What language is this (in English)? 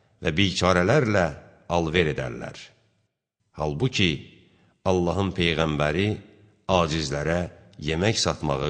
Azerbaijani